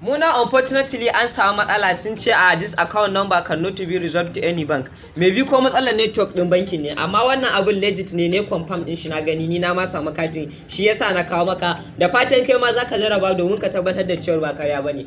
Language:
Hausa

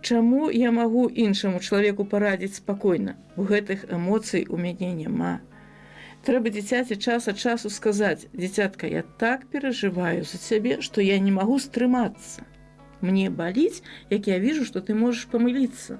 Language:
Belarusian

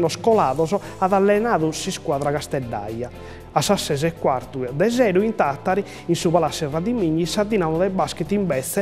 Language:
Sardinian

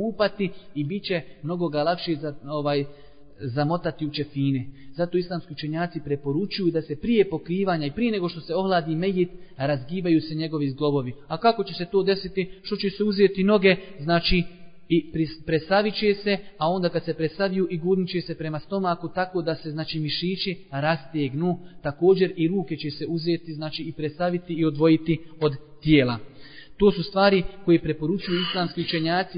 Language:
Bosnian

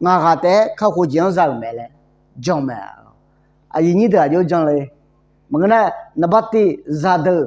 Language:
Akha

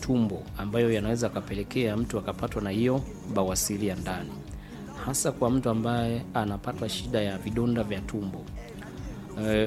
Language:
Swahili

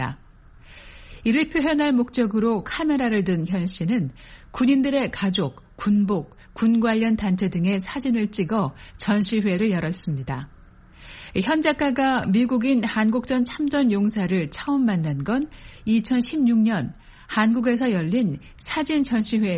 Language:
Korean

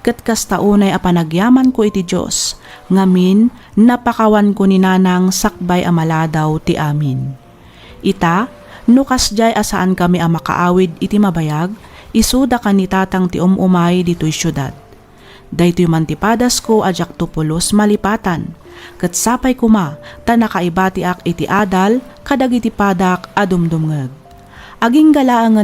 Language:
Iloko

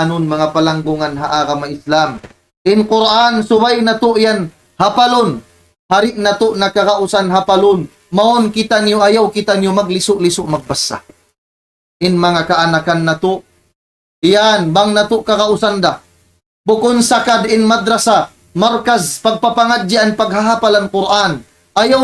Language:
Tausug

